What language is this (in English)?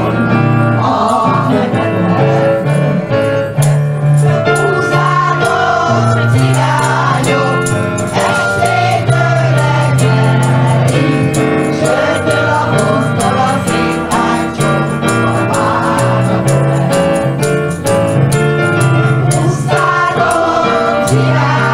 Hungarian